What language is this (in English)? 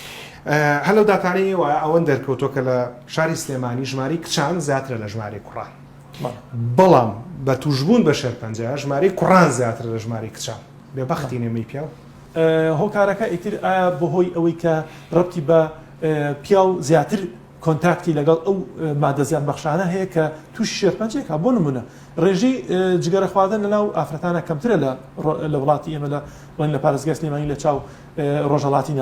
Central Kurdish